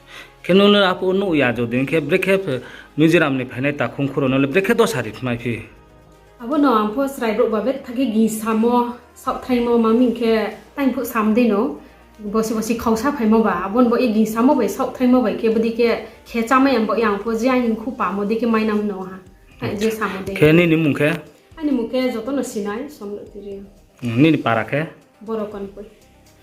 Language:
Riang (India)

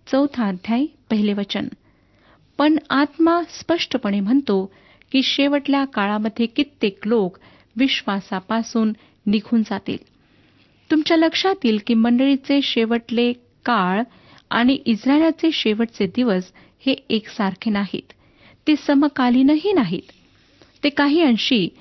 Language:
Marathi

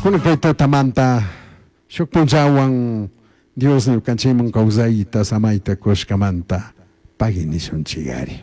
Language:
Chimborazo Highland Quichua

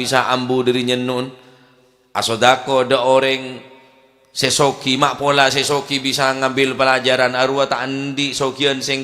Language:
Madurese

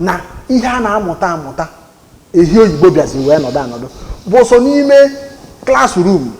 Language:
Igbo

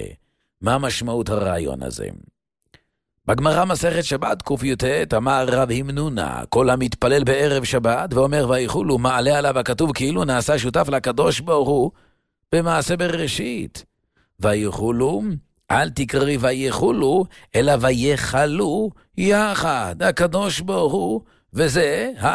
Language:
Hebrew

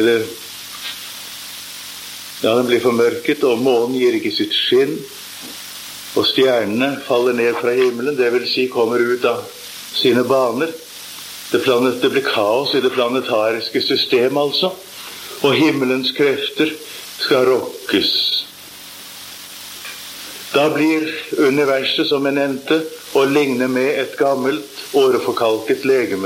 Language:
Norwegian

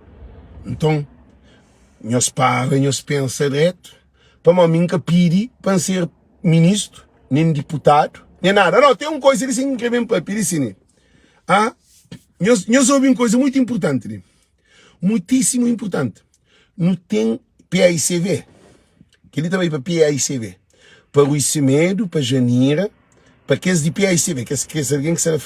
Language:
Kabuverdianu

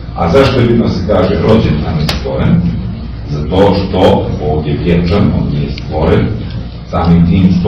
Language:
Serbian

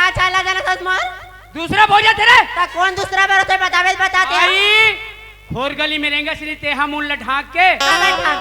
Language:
Chhattisgarhi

